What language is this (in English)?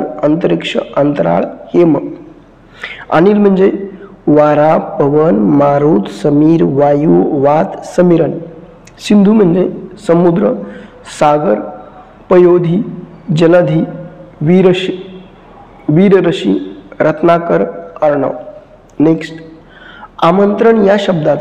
Marathi